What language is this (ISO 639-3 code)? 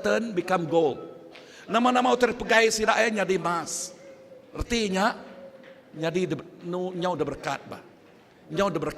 iba